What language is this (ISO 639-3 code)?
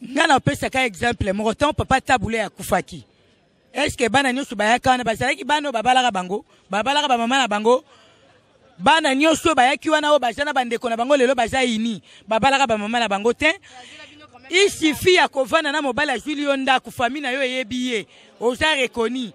lin